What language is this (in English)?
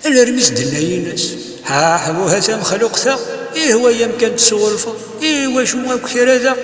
Kabyle